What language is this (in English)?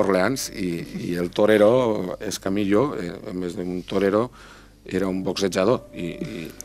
Catalan